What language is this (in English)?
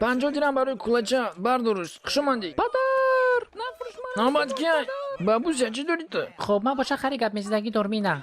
Tajik